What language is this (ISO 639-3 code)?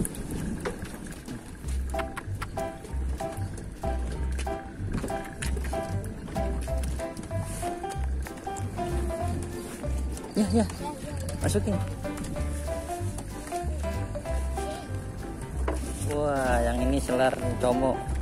ind